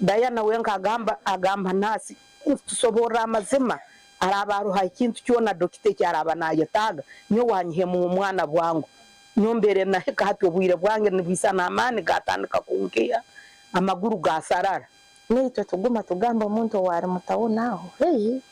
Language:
Nyankole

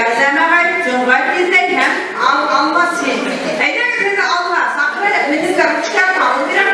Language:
Bashkir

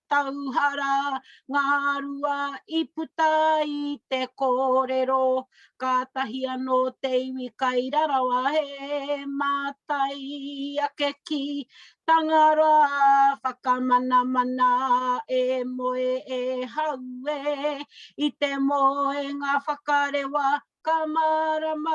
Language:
Māori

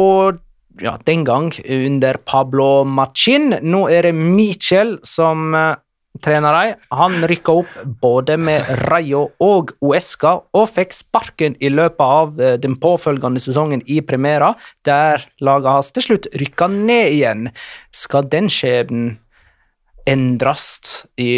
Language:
Norwegian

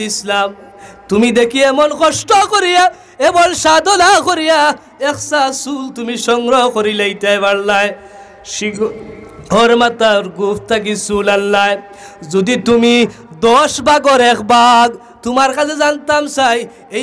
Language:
Sylheti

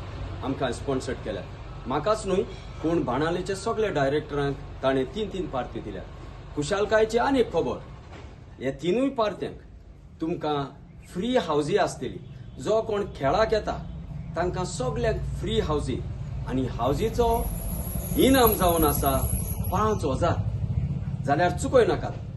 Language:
Konkani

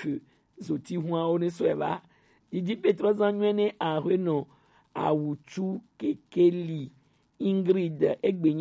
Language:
Gen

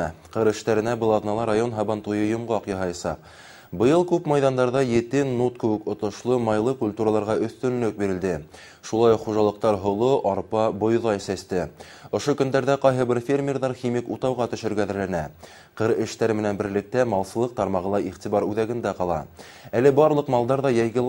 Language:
Bashkir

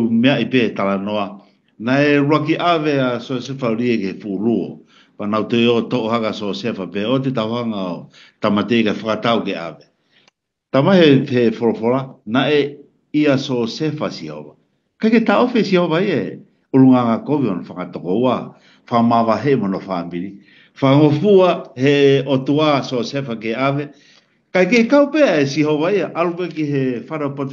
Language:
Tongan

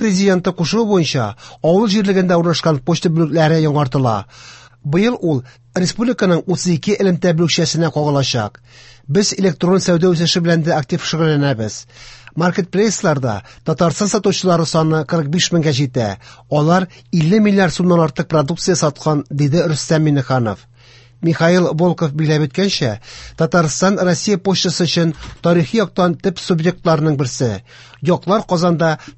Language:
Tatar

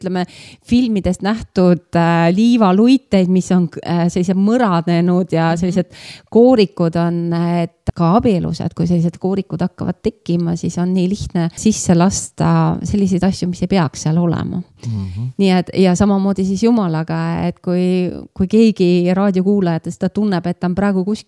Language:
Estonian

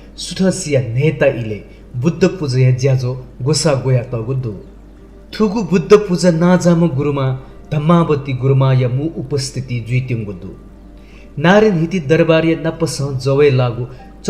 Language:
Newari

